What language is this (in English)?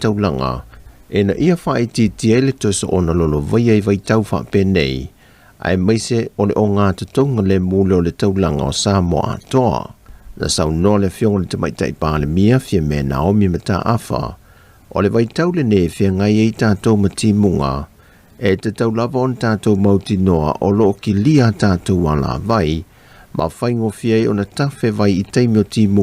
Samoan